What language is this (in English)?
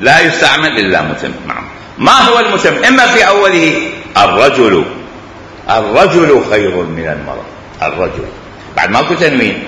Mesopotamian Arabic